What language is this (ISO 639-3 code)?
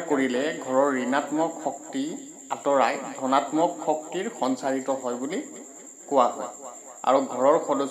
asm